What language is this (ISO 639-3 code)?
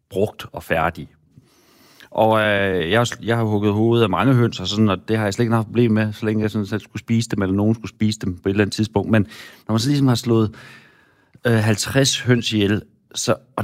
dan